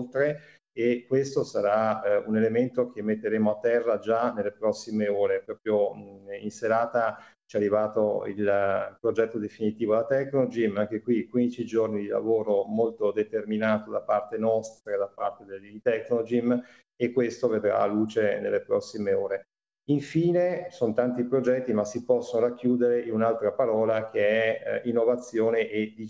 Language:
Italian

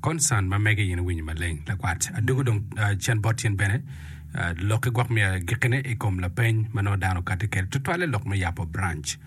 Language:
Acoli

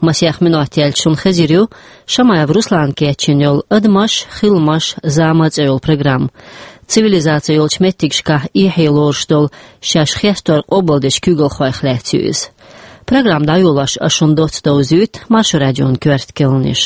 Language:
Chechen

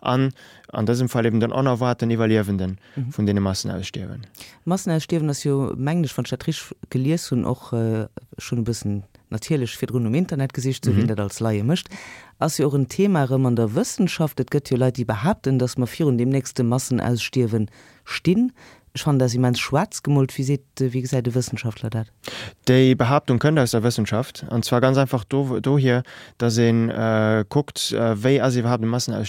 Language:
Luxembourgish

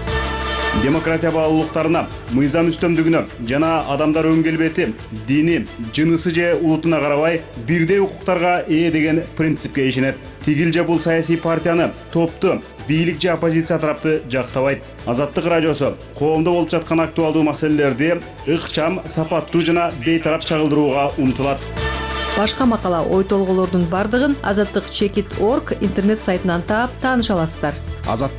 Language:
Kyrgyz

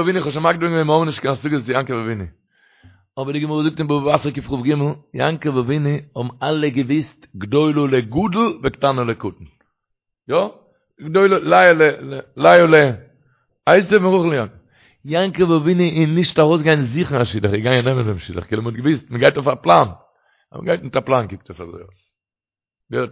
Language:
Yiddish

